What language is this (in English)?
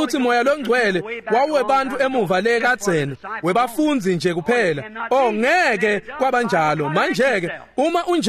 Swati